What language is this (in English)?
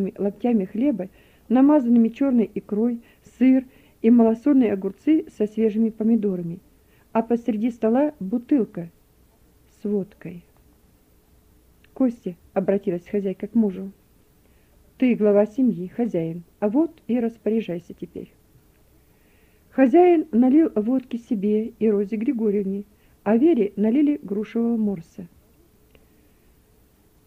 Russian